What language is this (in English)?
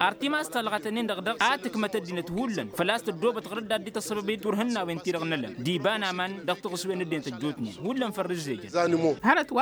Tamasheq